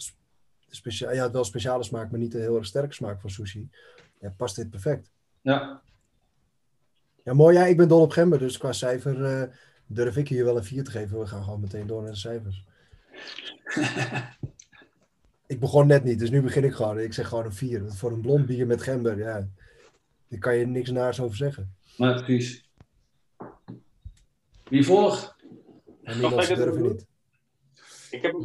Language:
Dutch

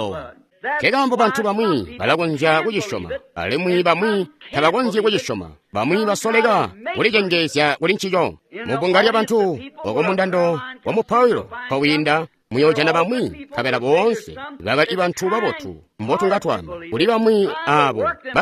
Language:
Tonga (Zambia)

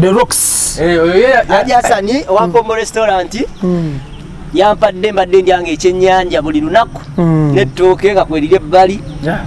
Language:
Ganda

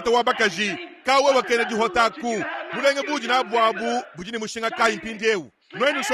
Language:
Luba-Lulua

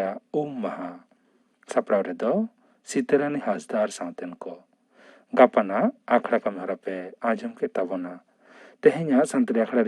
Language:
Santali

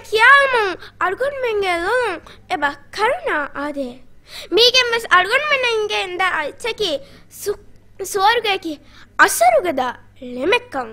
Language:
Divehi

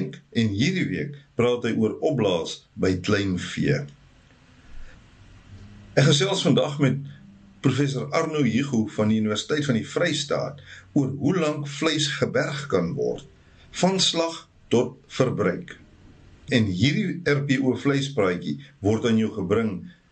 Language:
Afrikaans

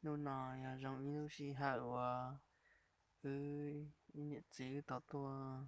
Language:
Hmong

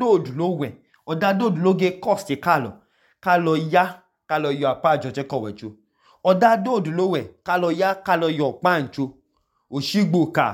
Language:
Idoma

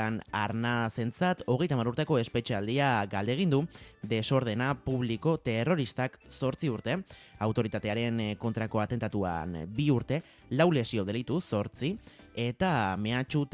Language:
Basque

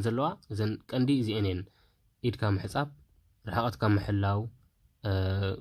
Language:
Tigrinya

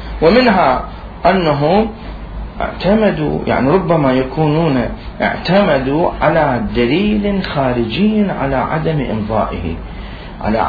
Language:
Mesopotamian Arabic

